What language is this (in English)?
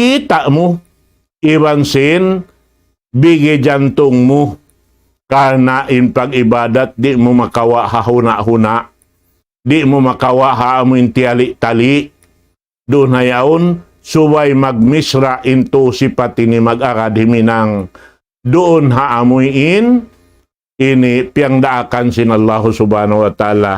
Tausug